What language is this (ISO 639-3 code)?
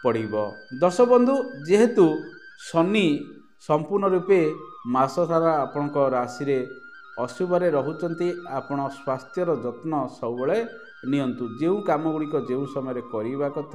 ori